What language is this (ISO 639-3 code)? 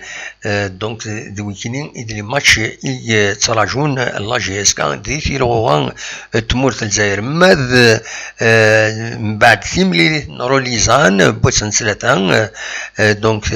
kab